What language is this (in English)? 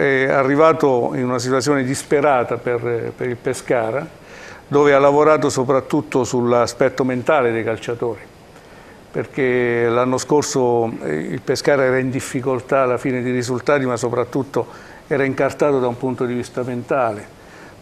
Italian